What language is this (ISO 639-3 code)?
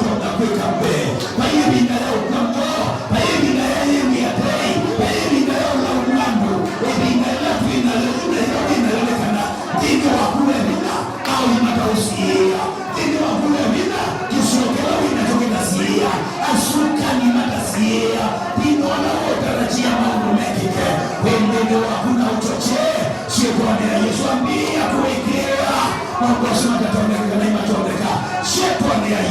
kam